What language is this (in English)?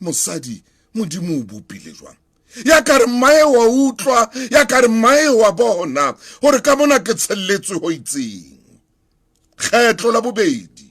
Southern Sotho